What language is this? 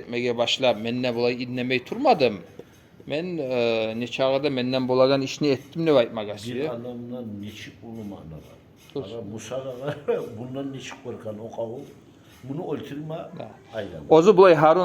Kumyk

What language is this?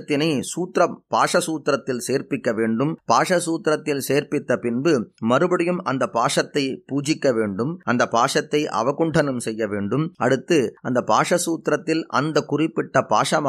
Tamil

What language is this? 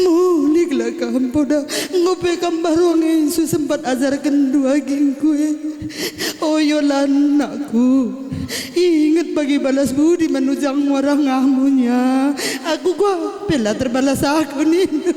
Batak Karo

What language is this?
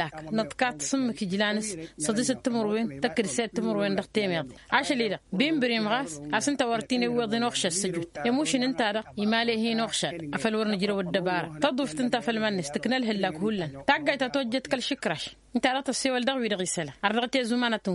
Tamasheq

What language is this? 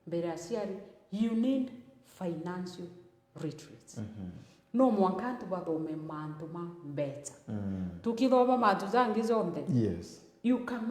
Meru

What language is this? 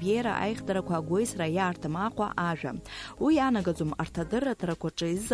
Abkhazian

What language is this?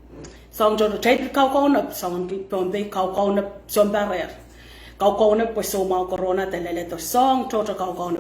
Pohnpeian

